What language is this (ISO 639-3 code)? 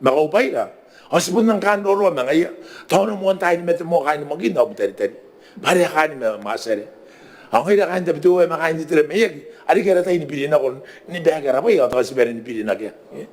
gil